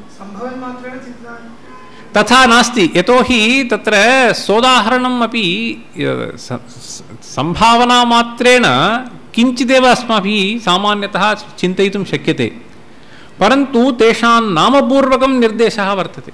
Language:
Sanskrit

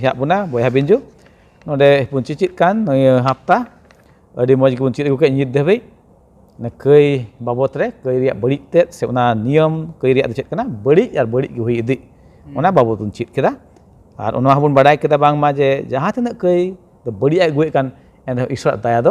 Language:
Santali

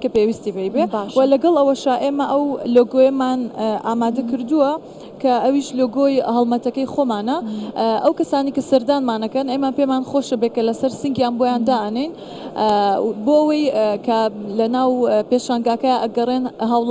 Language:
Central Kurdish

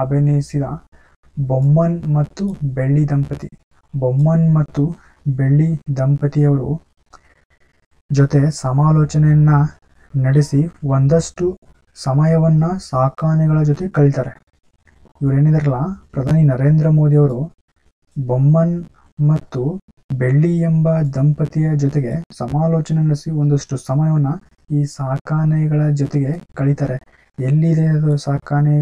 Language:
Kannada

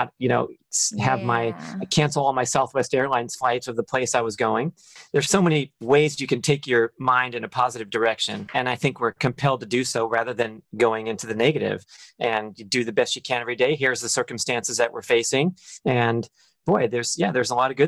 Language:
English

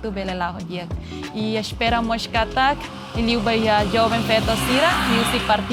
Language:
Tetum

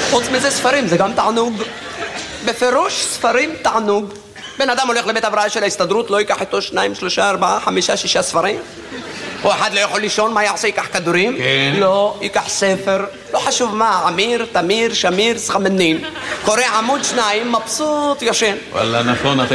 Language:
Hebrew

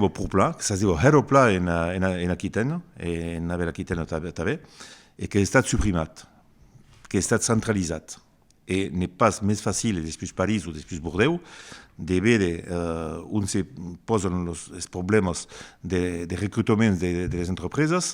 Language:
Occitan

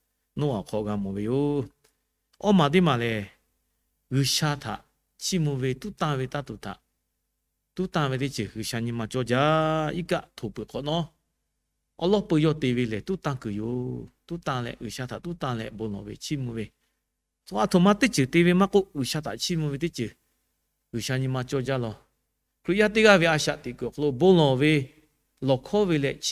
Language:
Lahu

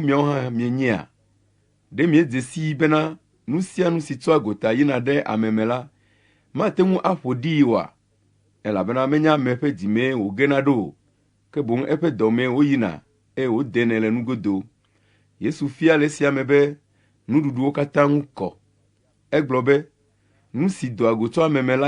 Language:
Ewe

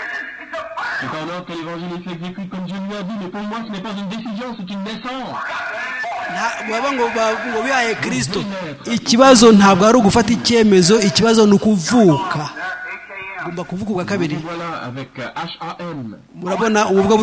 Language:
Kinyarwanda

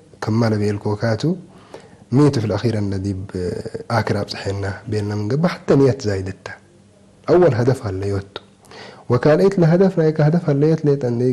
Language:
Tigre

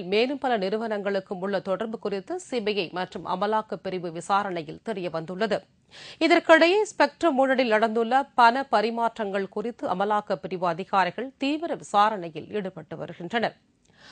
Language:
Tamil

